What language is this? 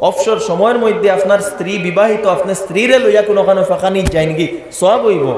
Sylheti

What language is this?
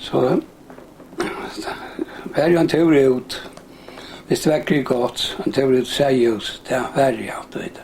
Faroese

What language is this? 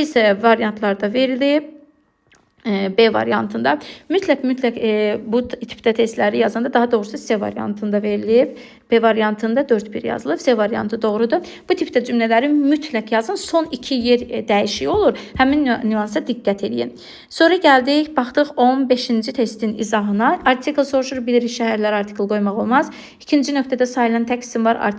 Azerbaijani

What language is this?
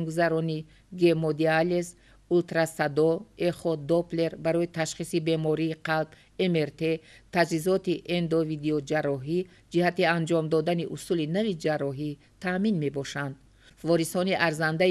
Tajik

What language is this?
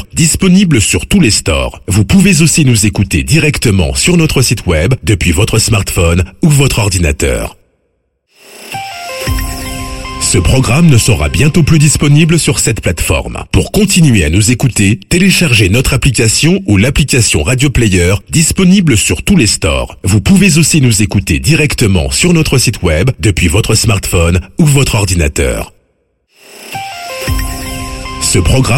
French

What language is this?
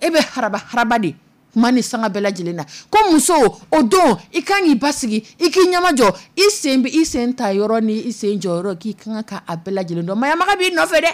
Dyula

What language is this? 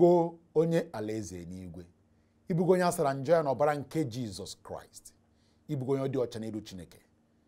Igbo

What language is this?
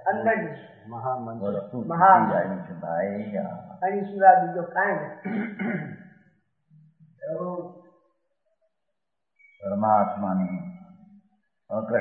Gujarati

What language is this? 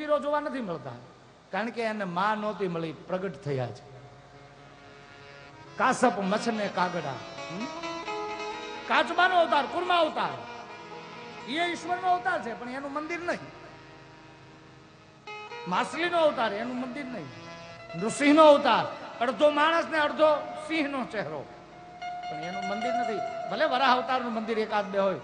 Gujarati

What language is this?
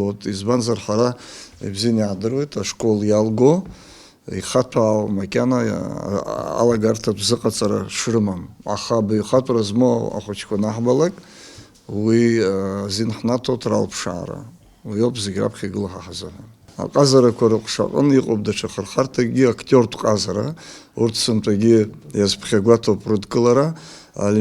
Abkhazian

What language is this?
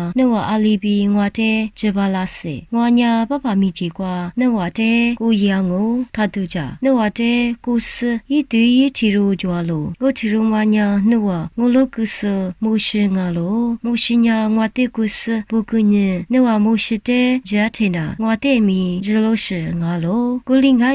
Lisu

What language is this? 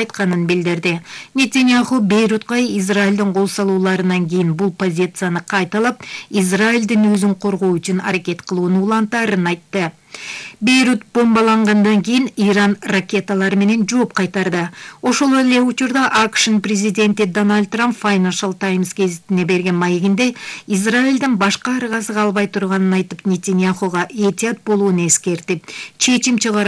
Kyrgyz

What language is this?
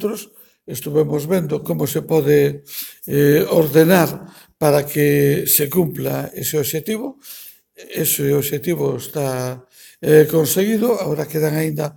Galician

